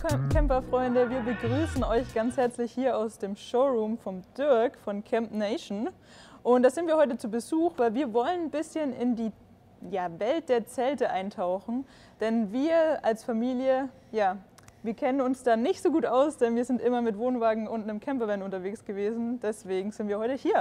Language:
German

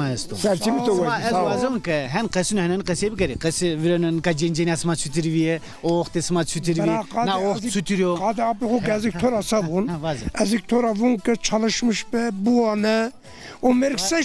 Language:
Zaza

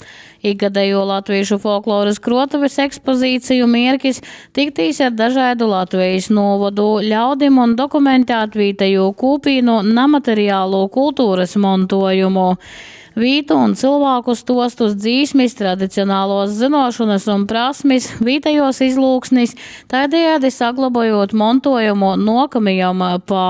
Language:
Latgalian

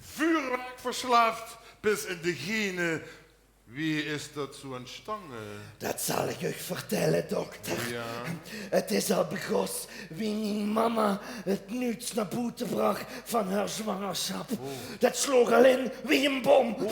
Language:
Limburgish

